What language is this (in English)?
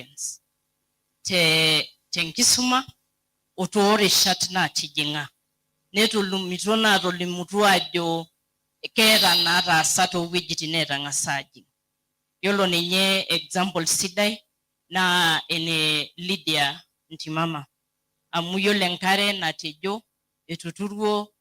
Masai